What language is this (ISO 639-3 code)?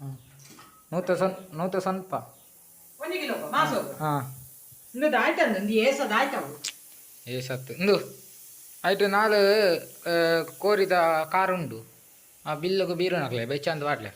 tcy